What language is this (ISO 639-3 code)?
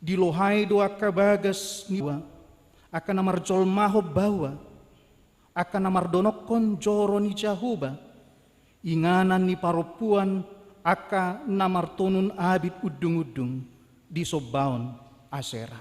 bbc